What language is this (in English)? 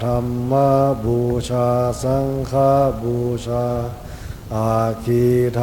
Pali